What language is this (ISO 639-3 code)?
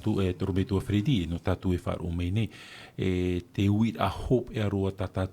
tah